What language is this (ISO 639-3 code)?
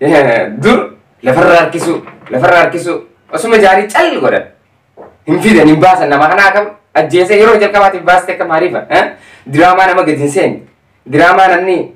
orm